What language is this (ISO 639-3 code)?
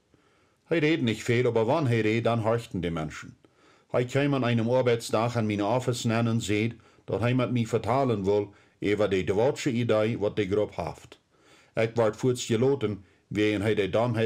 pdt